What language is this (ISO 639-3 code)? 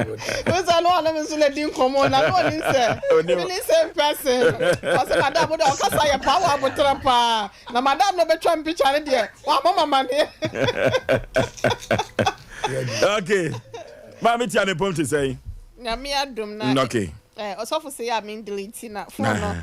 aka